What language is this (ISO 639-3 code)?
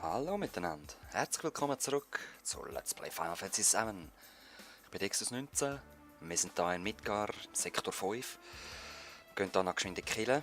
gsw